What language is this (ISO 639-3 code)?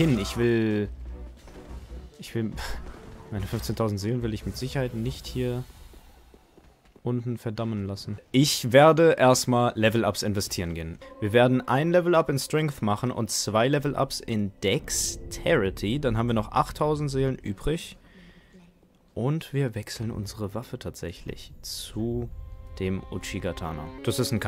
deu